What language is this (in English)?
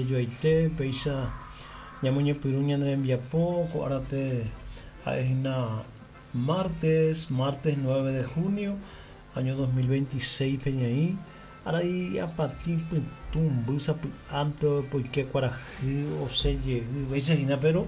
Guarani